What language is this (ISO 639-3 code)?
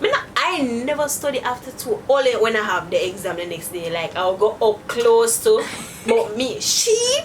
jam